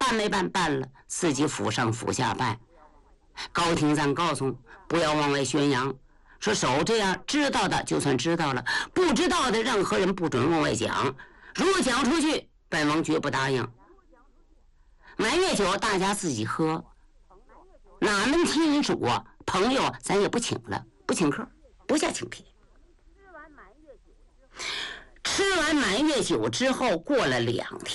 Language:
Chinese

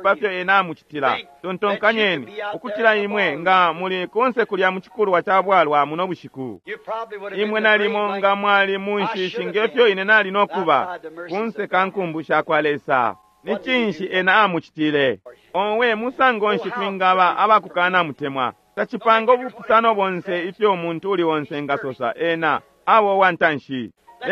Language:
Bemba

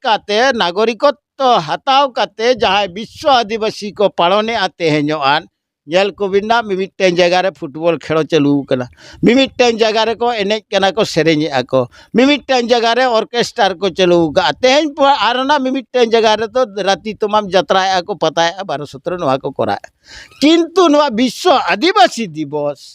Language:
Santali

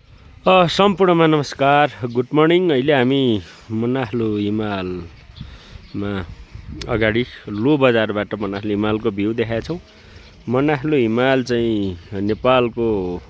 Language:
Nepali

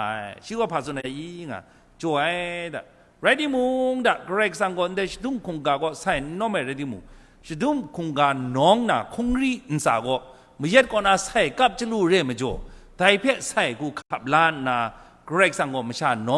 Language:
Kachin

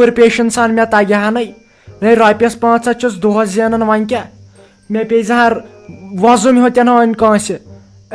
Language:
Kashmiri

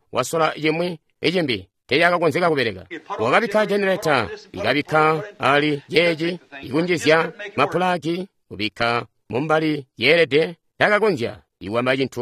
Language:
Tonga (Zambia)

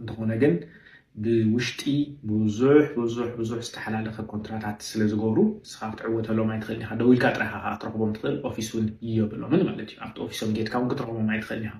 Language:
Tigrinya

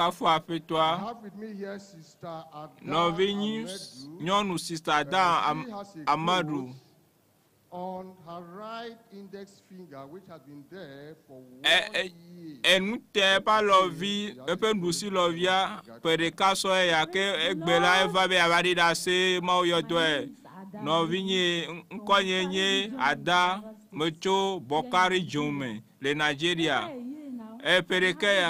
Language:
Ewe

